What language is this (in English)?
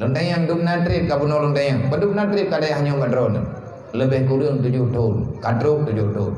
Achinese